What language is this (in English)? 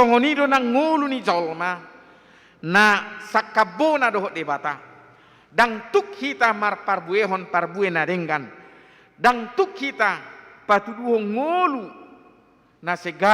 Batak Toba